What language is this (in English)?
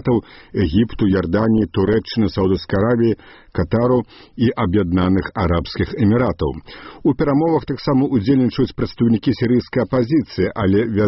Belarusian